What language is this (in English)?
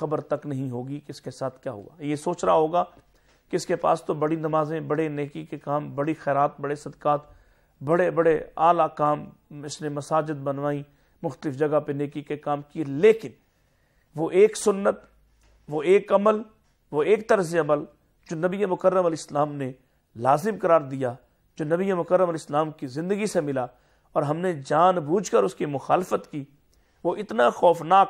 Urdu